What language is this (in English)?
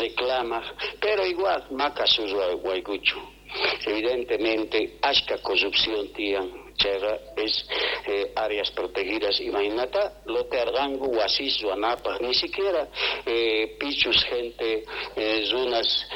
South Bolivian Quechua